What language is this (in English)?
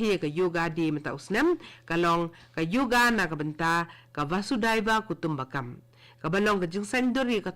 Khasi